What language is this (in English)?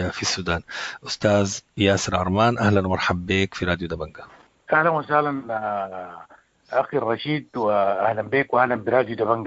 Sudanese Arabic